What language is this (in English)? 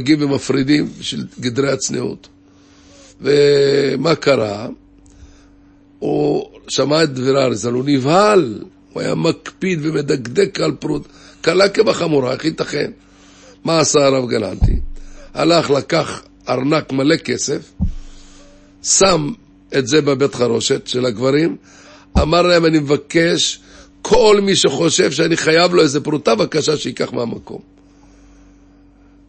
Hebrew